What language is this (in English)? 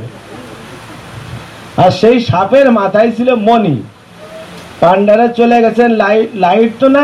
Bangla